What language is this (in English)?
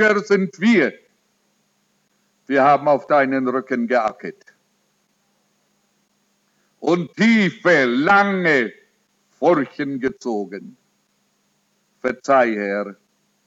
German